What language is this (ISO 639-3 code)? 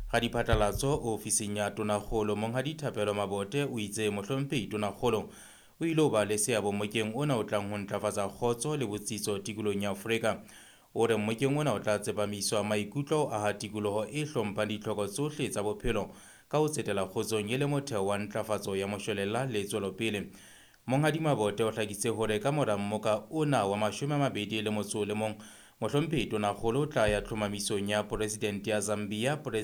sot